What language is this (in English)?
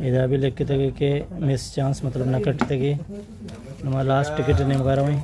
Baluchi